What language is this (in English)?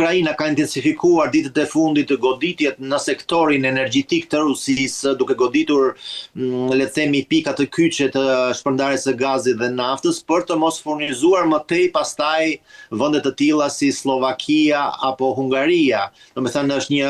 Albanian